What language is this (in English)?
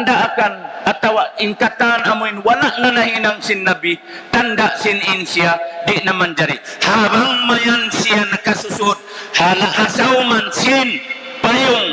Tausug